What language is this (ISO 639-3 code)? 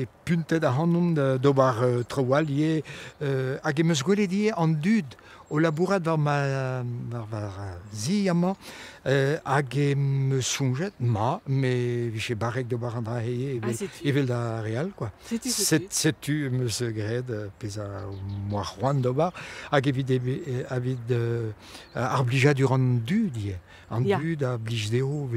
bre